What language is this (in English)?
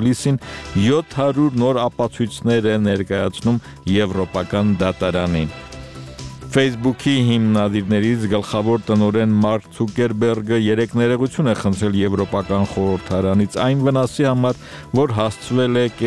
Armenian